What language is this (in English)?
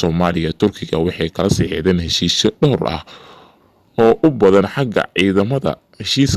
Somali